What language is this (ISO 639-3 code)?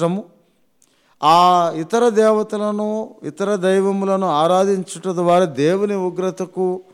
tel